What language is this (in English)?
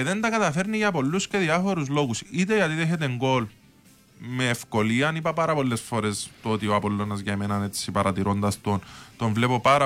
Greek